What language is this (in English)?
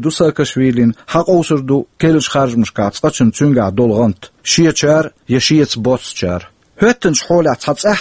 Chechen